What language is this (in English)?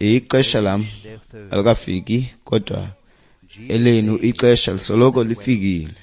Xhosa